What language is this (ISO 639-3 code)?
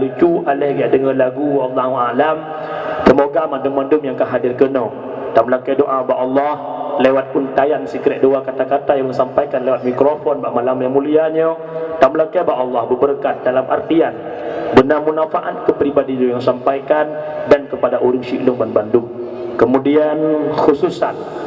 ace